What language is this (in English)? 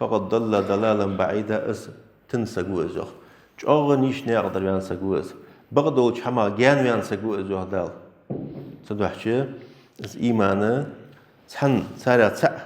Ingush